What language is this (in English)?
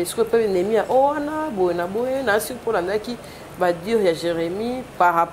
Lingala